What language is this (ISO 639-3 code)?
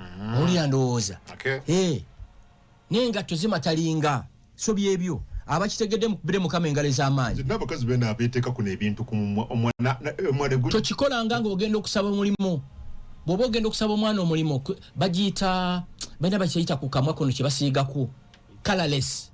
lug